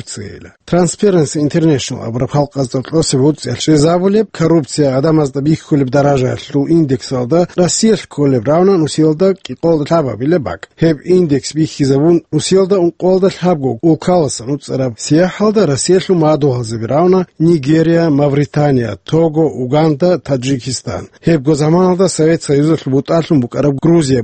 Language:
Avaric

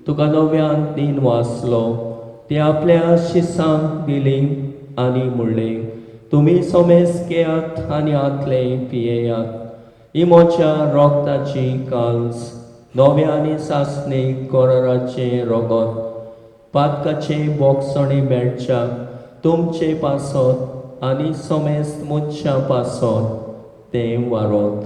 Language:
Konkani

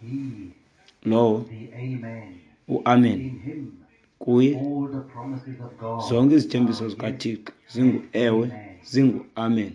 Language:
Xhosa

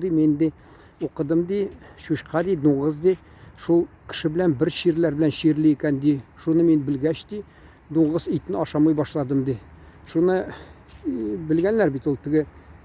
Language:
Tatar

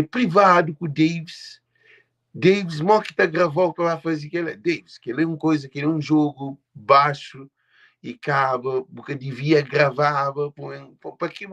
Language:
Kabuverdianu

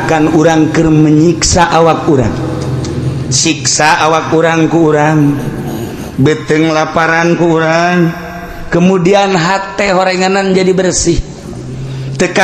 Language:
Sundanese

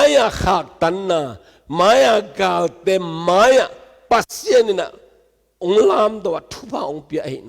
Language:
Tedim Chin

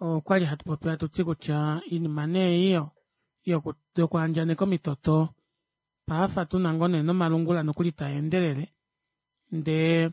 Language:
Kuanyama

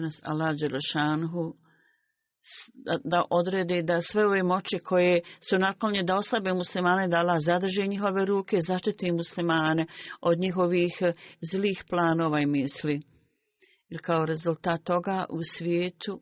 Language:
Bosnian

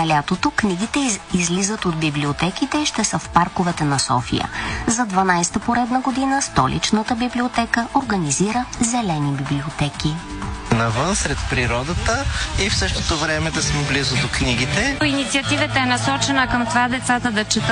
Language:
Bulgarian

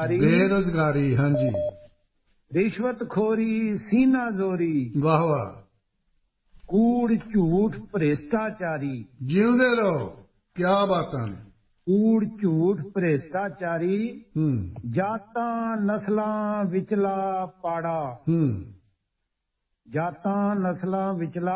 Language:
Punjabi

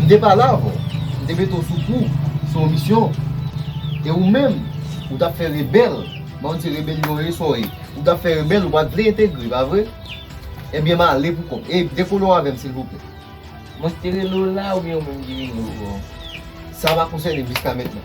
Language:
Haitian Creole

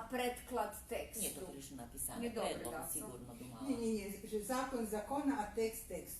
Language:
Rusyn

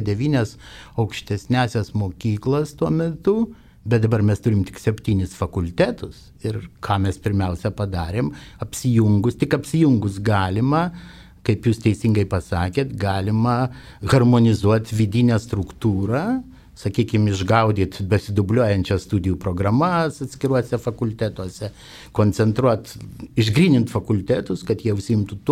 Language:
Lithuanian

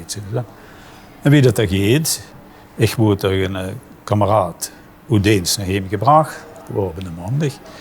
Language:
Limburgish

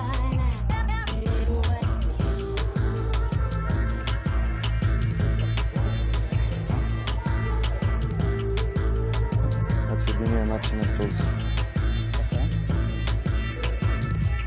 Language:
Bulgarian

